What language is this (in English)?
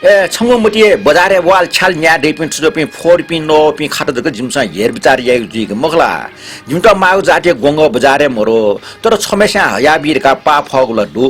Newari